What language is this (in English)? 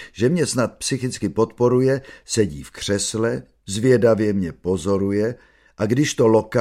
Czech